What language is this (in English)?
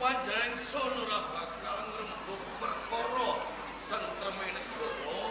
Javanese